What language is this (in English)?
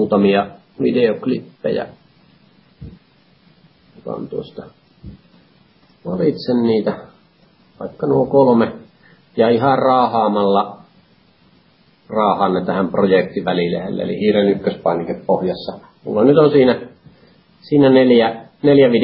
Finnish